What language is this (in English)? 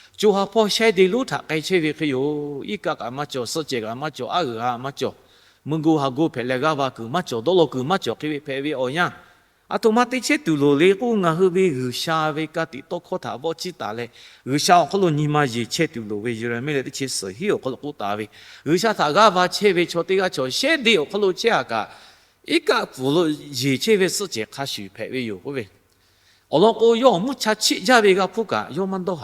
Lahu